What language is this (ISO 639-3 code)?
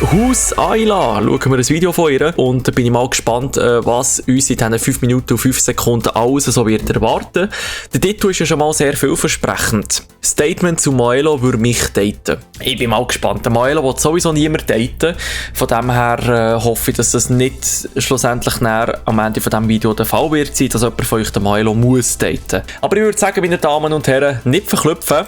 gsw